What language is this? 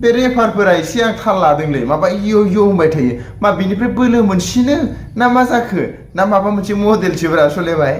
Bodo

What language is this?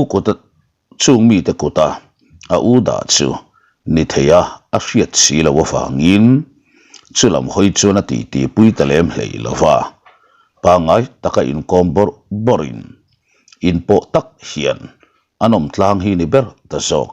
Mizo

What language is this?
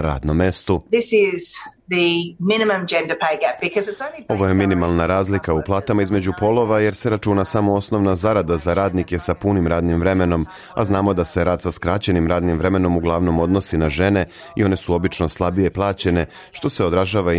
Serbian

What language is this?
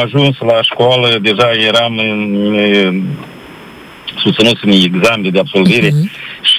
Romanian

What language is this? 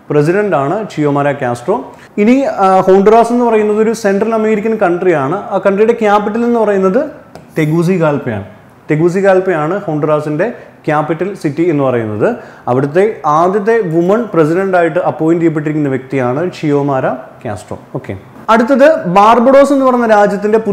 Malayalam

